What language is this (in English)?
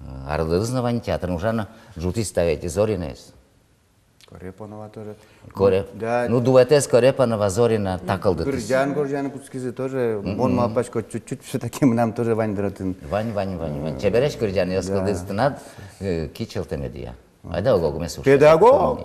Udmurt